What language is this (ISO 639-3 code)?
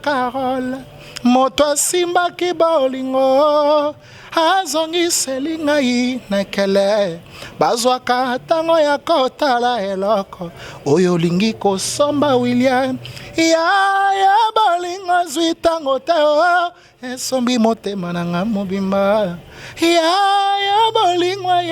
lin